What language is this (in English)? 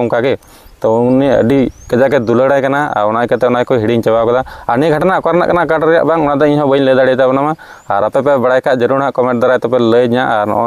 Santali